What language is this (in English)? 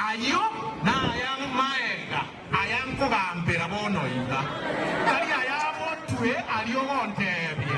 Gusii